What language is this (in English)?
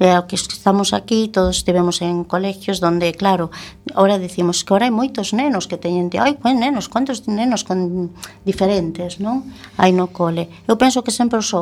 Galician